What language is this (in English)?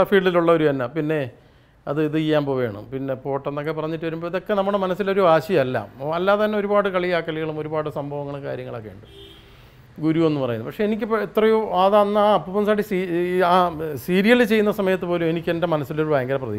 Malayalam